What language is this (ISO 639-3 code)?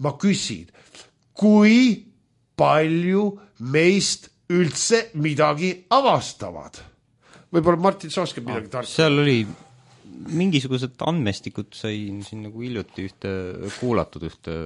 est